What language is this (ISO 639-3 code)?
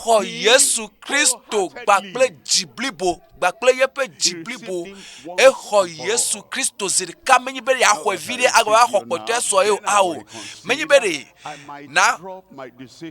ewe